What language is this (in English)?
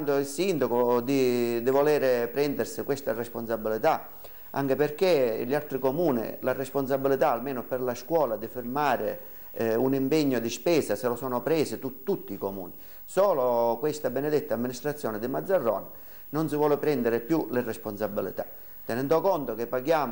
Italian